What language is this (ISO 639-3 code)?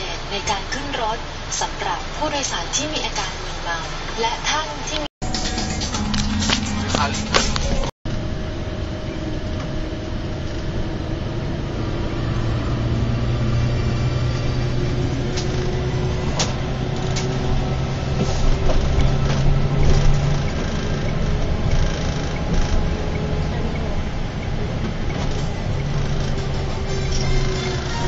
tha